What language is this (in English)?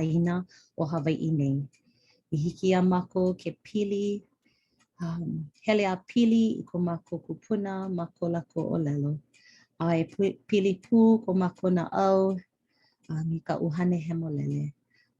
Hawaiian